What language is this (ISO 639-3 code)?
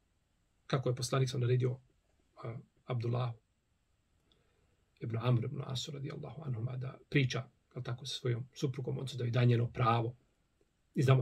bos